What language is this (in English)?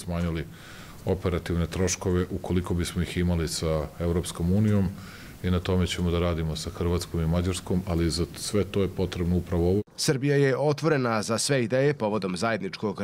Serbian